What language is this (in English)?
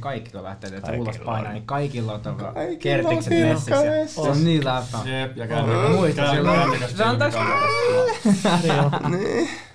Finnish